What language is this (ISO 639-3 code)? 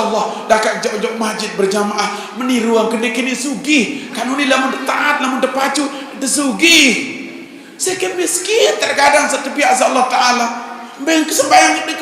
sas